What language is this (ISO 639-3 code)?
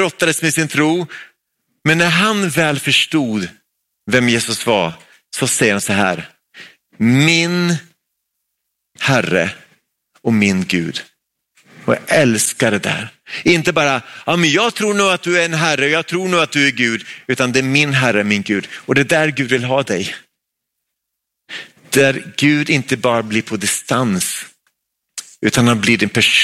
swe